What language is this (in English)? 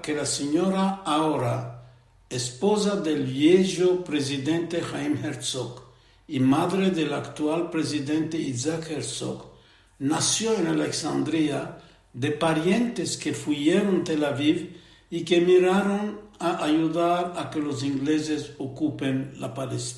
Ladino